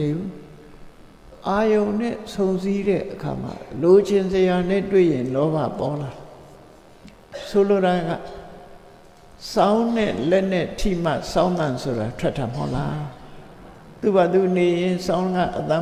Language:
Burmese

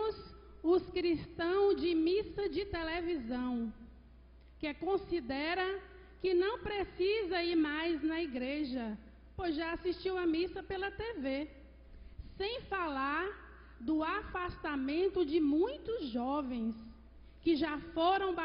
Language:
Portuguese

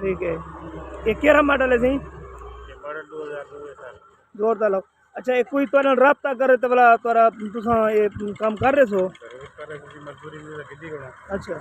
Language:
Saraiki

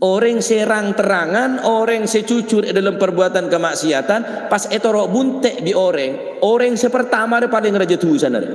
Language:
Madurese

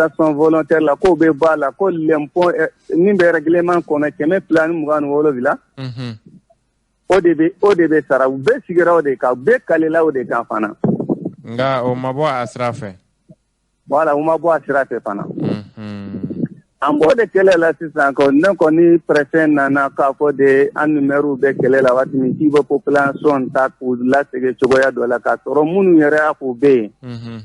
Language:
Bambara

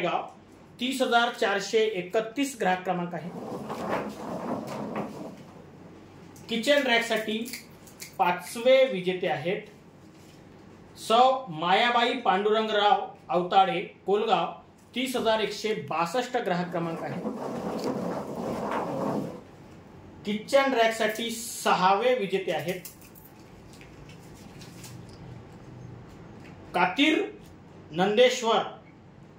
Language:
Marathi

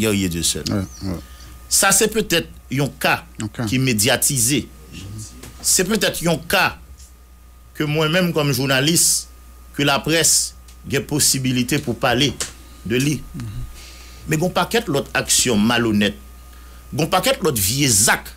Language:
Haitian Creole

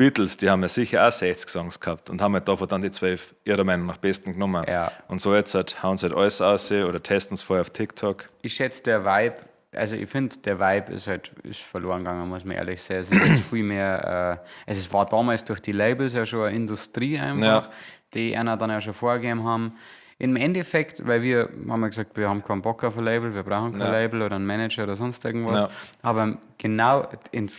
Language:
Bavarian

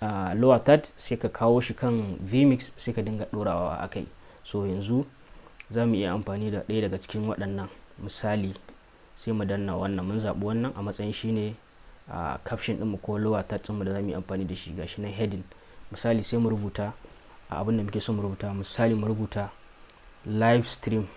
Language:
Hausa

